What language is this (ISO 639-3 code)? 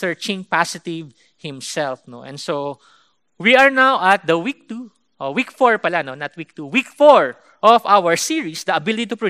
fil